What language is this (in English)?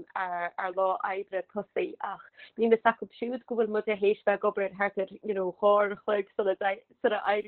Irish